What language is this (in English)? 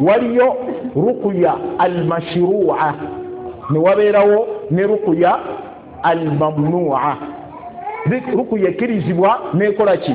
Ganda